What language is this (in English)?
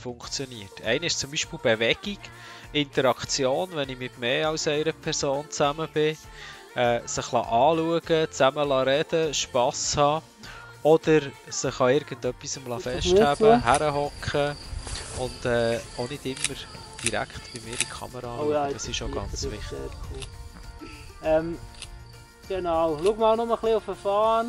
Swiss German